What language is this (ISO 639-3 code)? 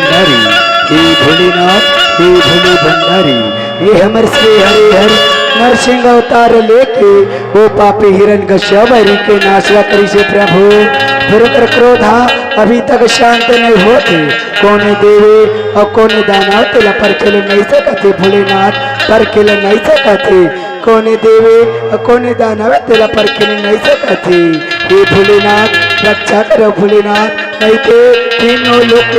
hne